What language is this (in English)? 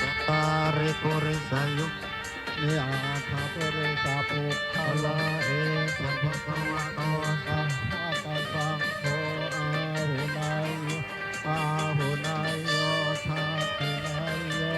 Pali